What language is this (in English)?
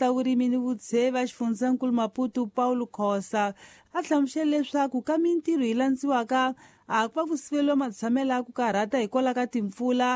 Tsonga